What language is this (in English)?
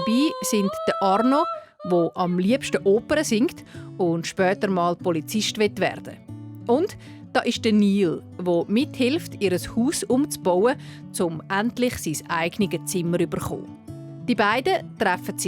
Swiss German